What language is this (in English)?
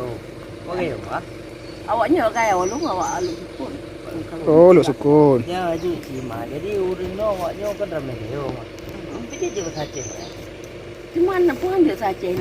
Achinese